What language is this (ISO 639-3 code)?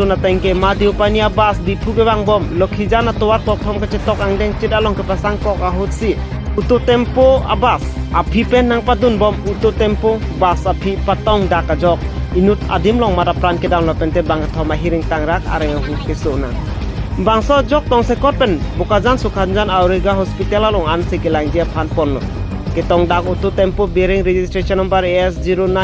mjw